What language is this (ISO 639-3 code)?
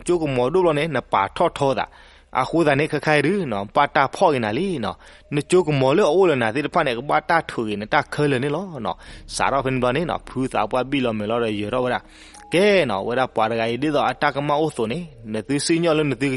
ksw